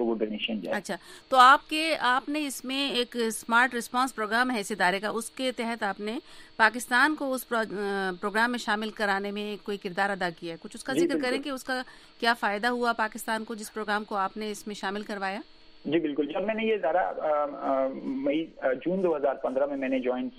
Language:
Urdu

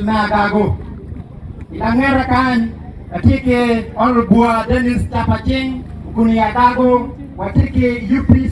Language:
Acoli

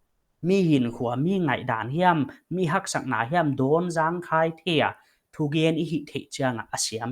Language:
Paite Chin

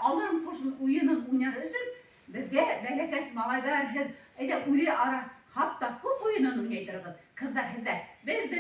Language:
Bashkir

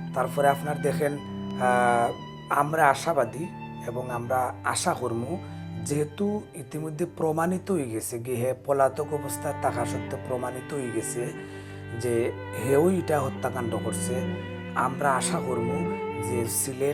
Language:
Sylheti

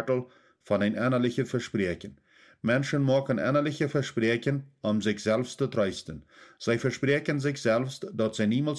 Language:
Plautdietsch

